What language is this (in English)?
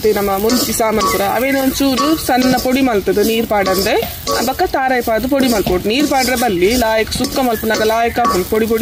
Tulu